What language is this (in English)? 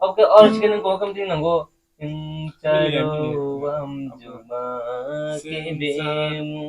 Kok Borok